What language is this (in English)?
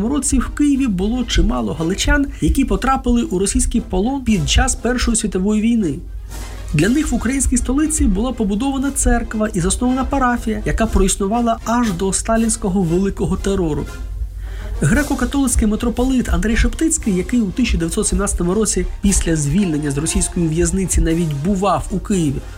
Ukrainian